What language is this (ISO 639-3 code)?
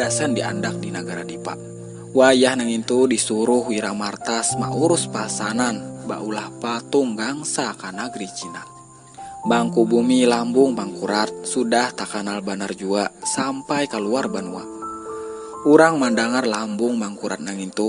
bjn